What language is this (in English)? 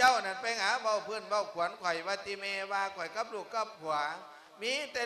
Lao